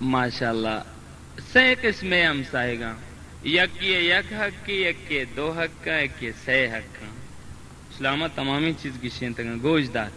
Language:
Baluchi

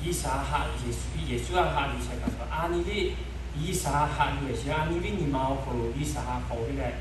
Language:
Lahu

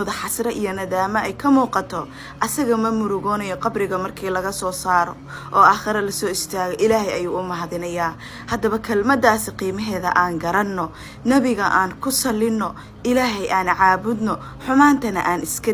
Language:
Somali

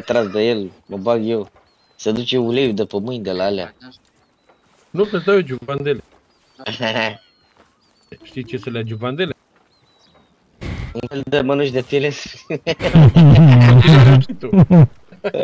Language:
Romanian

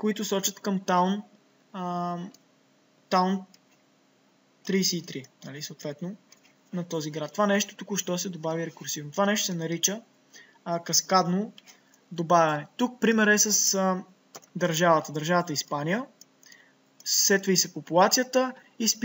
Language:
Bulgarian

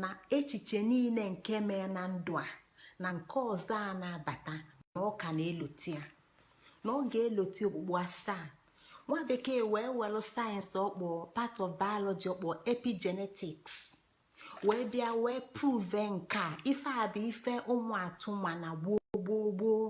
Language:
Igbo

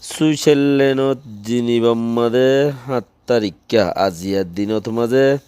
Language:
Rohingya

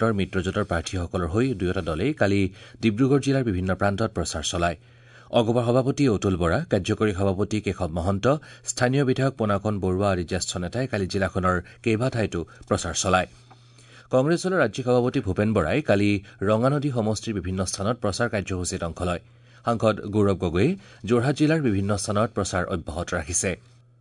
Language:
Assamese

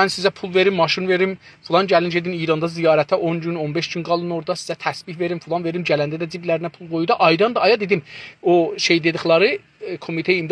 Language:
South Azerbaijani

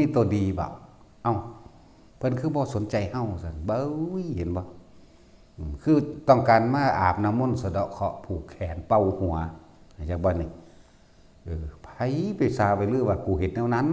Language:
Northeastern Thai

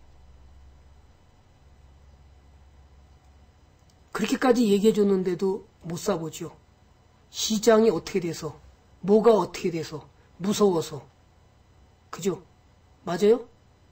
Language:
Korean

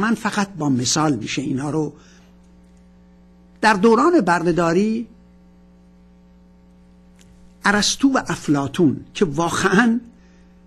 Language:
Persian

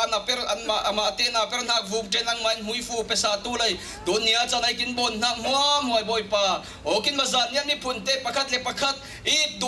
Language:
Falam Chin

